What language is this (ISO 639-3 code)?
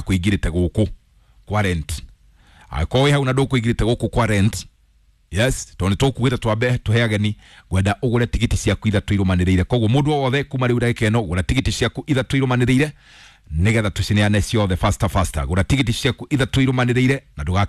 kik